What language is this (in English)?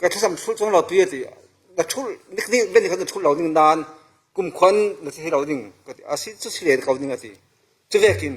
Falam Chin